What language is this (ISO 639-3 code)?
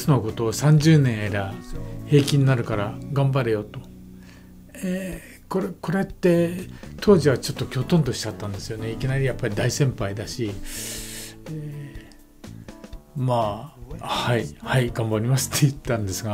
jpn